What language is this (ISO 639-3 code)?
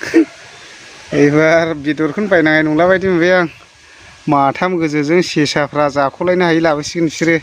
brx